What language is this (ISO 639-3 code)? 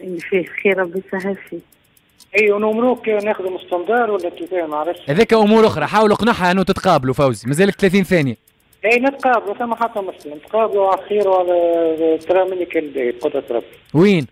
aeb